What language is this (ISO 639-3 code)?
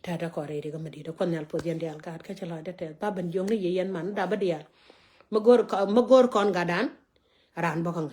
nus